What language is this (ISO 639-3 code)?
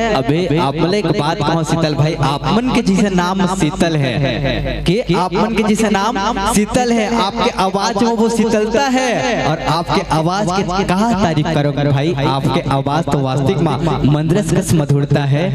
hne